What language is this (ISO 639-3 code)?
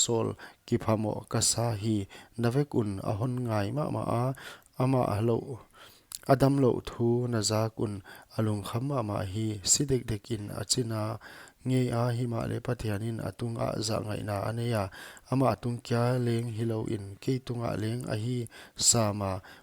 pck